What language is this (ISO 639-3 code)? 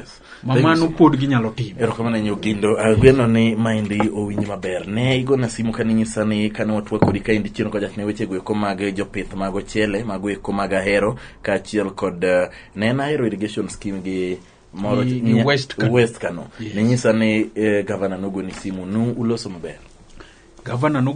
luo